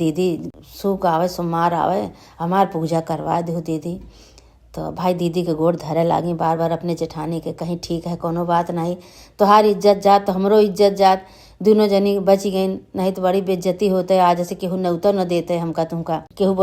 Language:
Awadhi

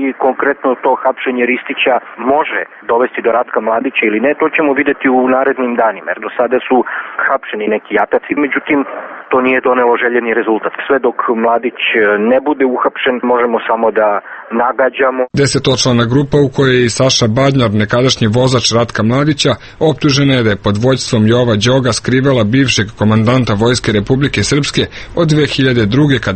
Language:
Serbian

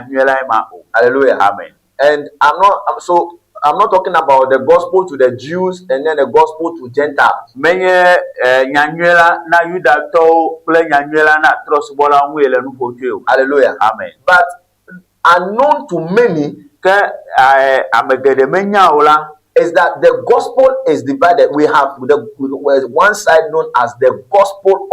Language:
Ewe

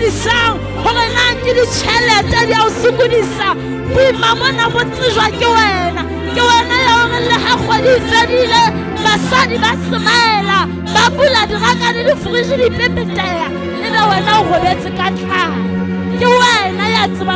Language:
Southern Sotho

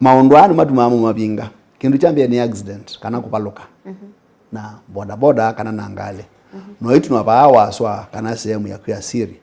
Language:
Kamba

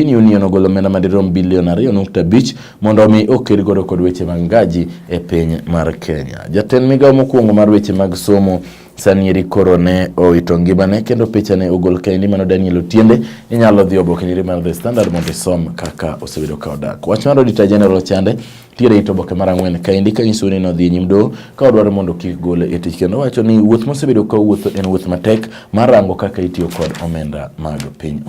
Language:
Luo (Kenya and Tanzania)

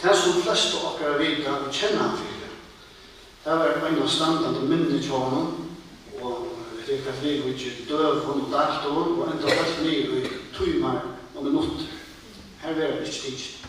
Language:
Faroese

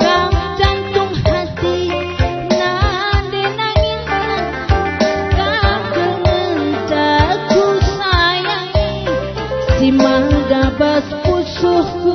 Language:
Batak Karo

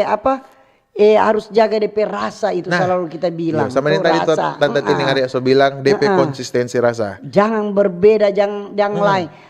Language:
Manado Malay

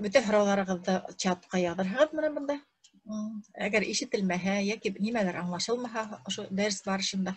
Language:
Bashkir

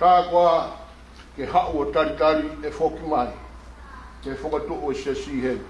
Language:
Tongan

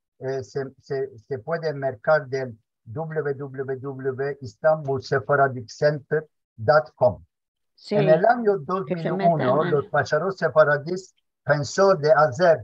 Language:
Ladino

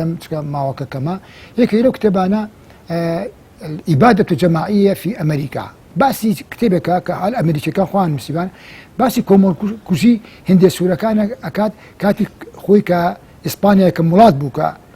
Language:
Central Kurdish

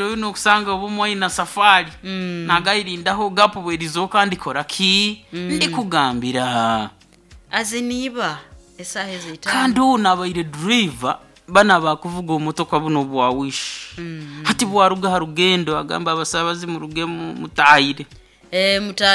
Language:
Nyoro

